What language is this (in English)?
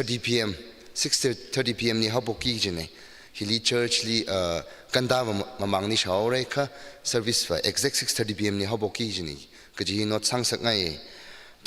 Tangkhul Naga (India)